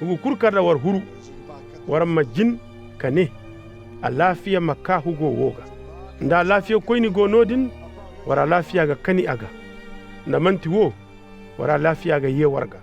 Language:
Zarma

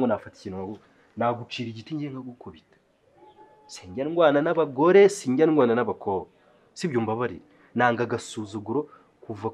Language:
Kinyarwanda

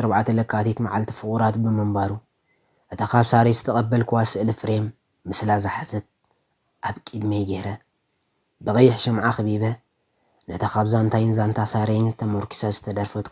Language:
Tigrinya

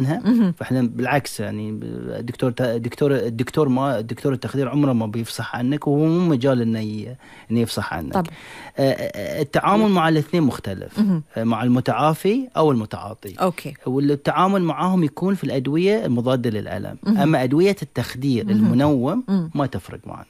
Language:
Gulf Arabic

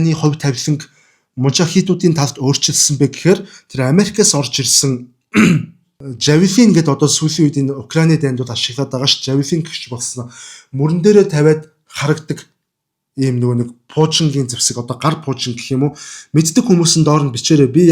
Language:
Mongolian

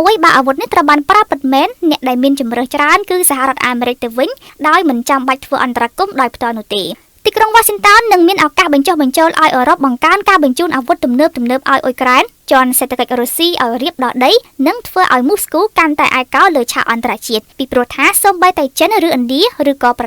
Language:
Khmer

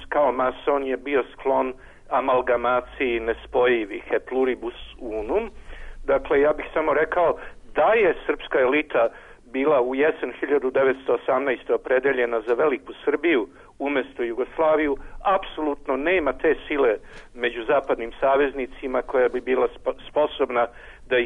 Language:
Serbian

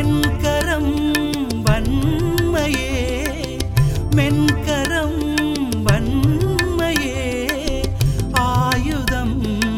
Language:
Tamil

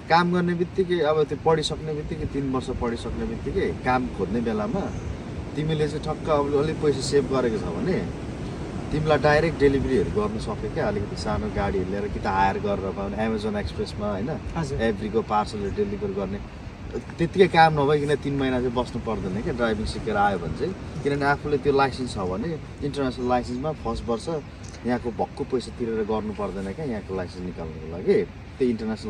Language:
Nepali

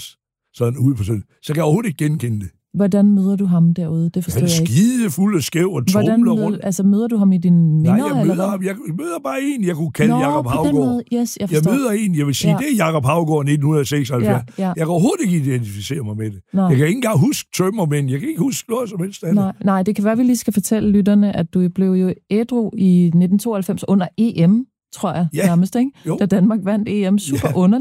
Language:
Danish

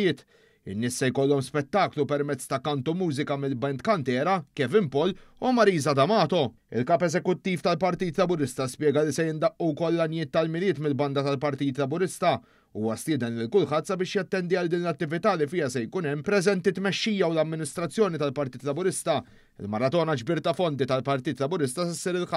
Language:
Maltese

